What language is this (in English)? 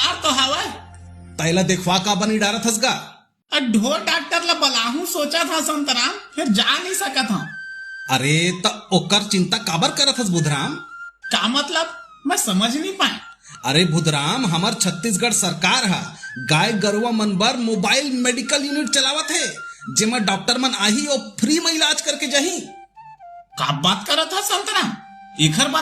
Chhattisgarhi